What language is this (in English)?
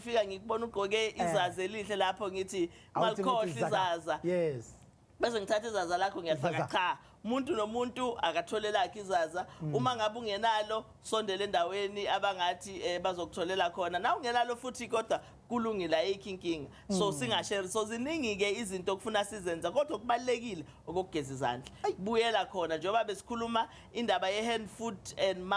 Zulu